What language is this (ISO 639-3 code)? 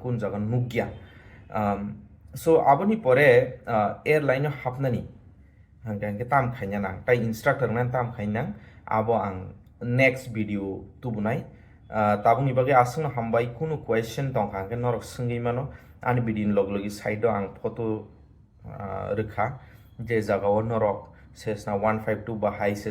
trp